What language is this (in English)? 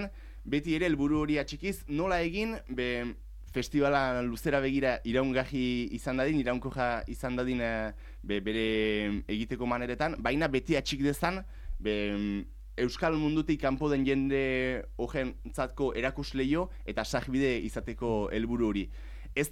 Basque